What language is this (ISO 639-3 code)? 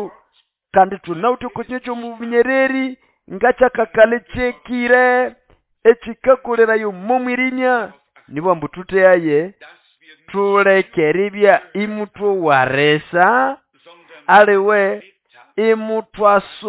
nnb